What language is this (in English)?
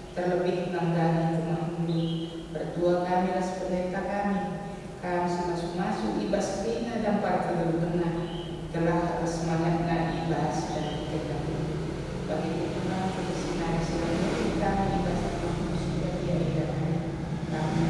Batak Karo